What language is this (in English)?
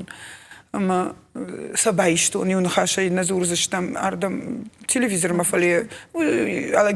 Ossetic